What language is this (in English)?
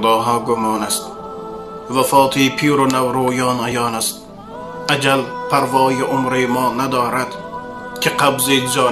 Tajik